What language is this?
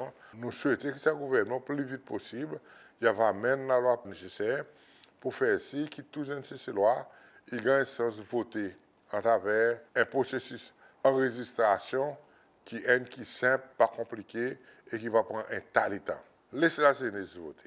Seselwa Creole French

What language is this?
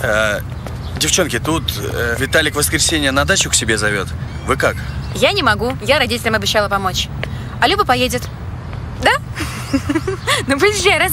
Russian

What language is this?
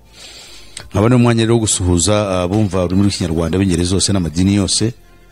Kinyarwanda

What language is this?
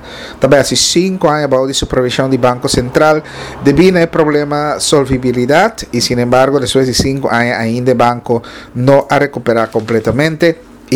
Papiamento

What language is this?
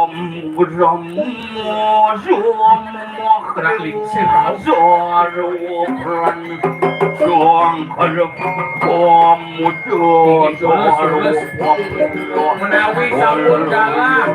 Balinese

